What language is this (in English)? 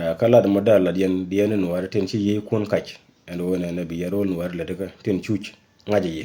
Nuer